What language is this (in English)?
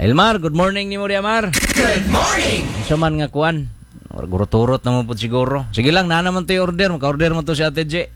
Cebuano